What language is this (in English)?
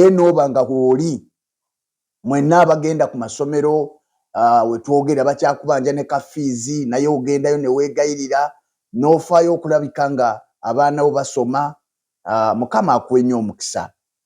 Ganda